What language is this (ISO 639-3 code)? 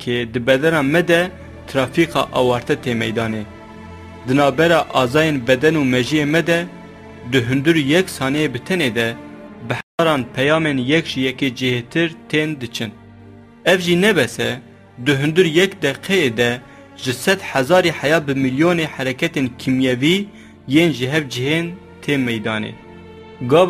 kur